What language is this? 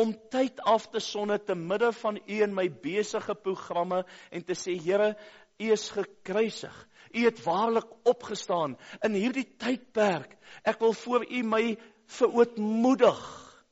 Afrikaans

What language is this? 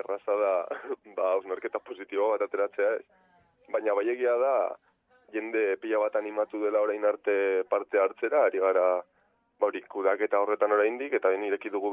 Basque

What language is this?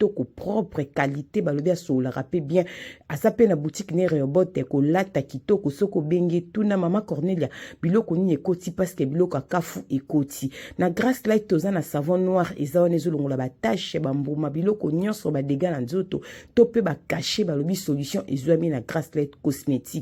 Lingala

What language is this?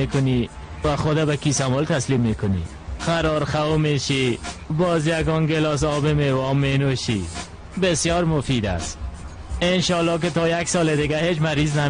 Persian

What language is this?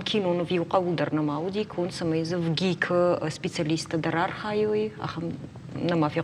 Ossetic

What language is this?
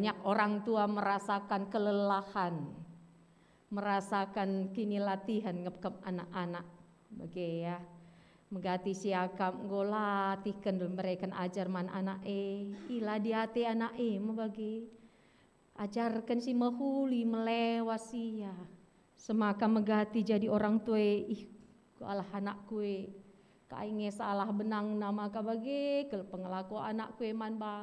Batak Karo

